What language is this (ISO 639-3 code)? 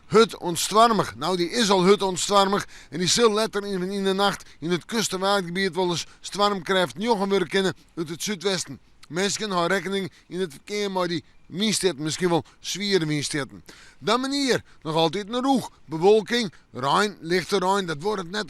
fry